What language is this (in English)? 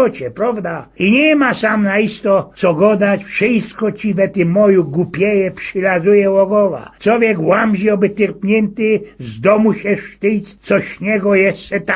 Silesian